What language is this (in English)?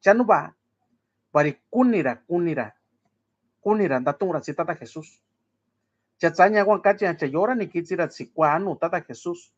Mixtepec Mixtec